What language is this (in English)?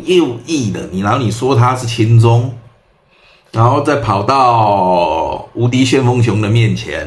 Chinese